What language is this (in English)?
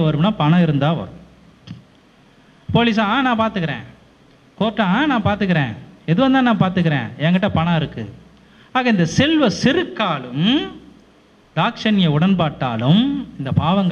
Tamil